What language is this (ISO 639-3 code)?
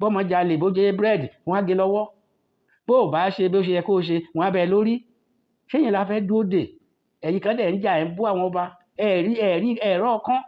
yor